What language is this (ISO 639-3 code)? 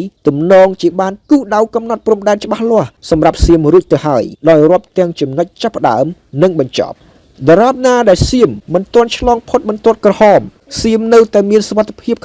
khm